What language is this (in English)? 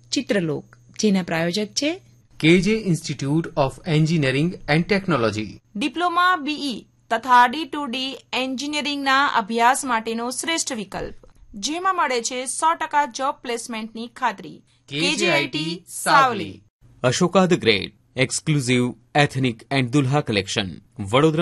Gujarati